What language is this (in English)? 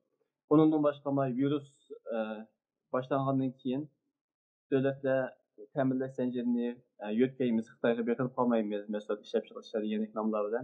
Uyghur